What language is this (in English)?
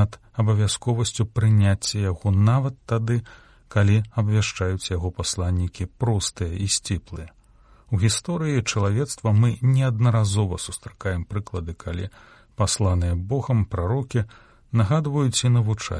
Belarusian